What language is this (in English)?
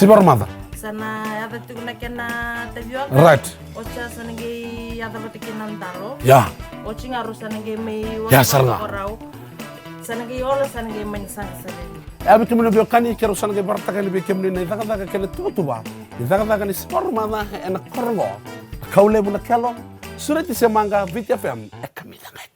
Fijian